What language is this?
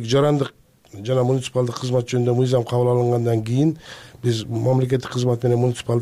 Kyrgyz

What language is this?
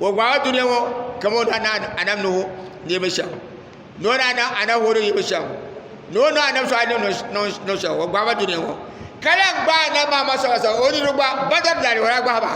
Dagbani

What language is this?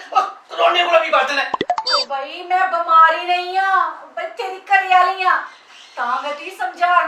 Dogri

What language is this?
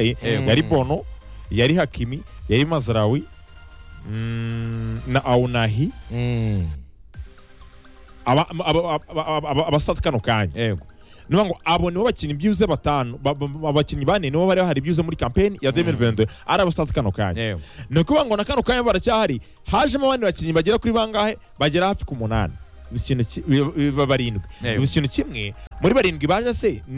Kinyarwanda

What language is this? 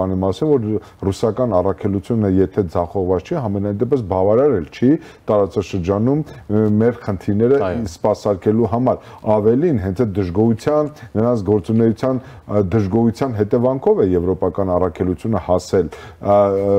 Armenian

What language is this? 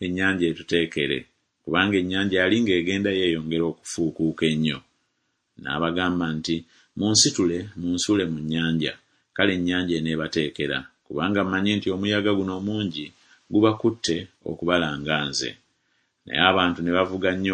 Ganda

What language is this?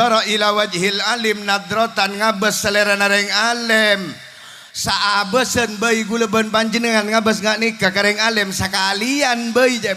Madurese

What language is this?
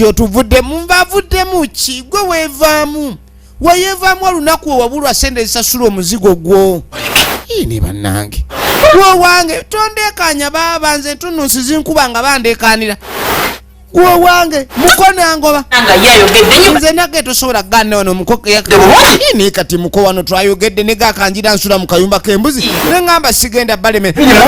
Ganda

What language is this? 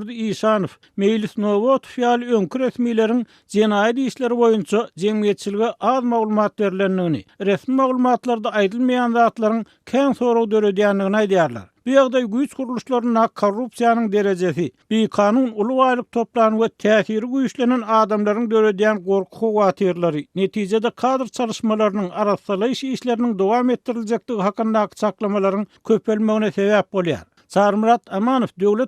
Turkmen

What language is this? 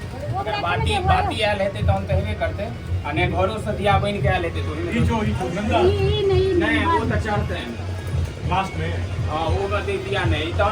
Maithili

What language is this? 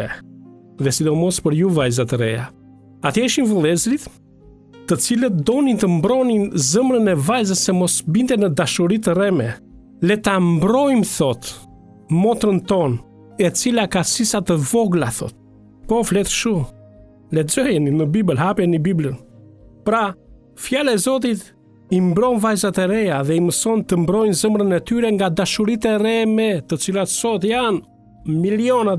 Albanian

